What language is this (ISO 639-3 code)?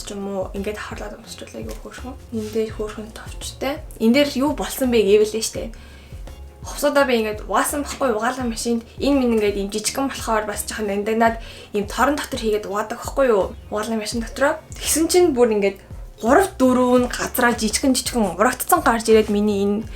mon